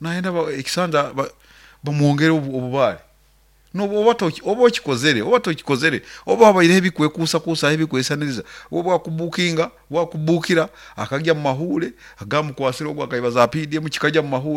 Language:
Nyoro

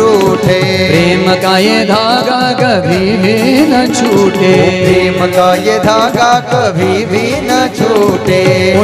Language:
Hindi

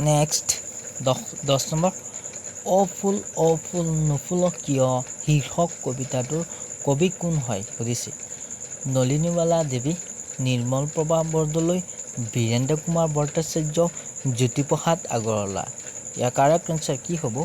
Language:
Assamese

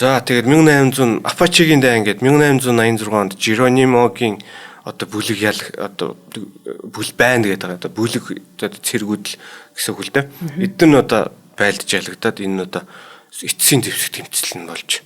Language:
Mongolian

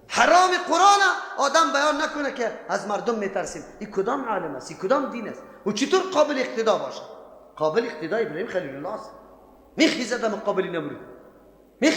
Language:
Persian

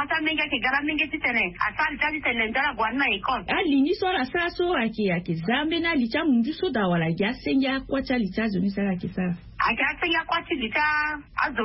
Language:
Swahili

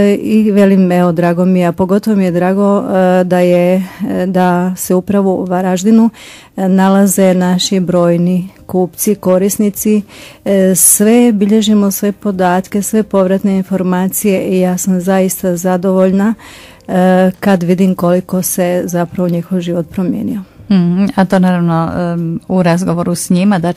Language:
Croatian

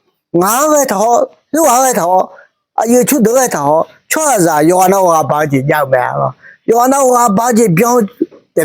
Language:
Akha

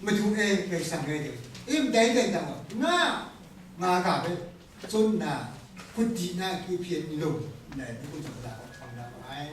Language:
Kachin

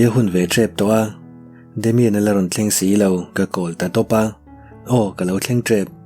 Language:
Mizo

